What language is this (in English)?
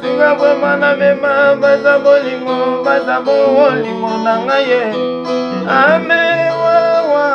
Lingala